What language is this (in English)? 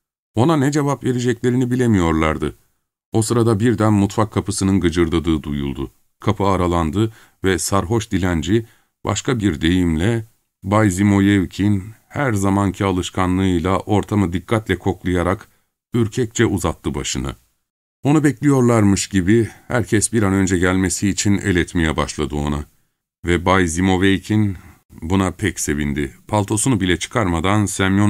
Turkish